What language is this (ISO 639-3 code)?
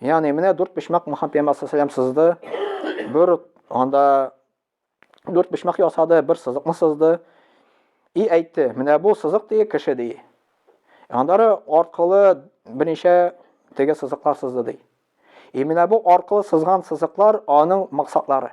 tat